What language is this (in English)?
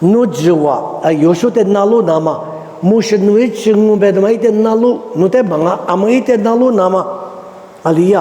Lisu